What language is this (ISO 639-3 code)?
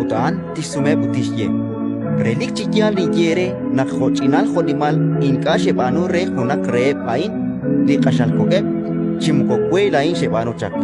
kek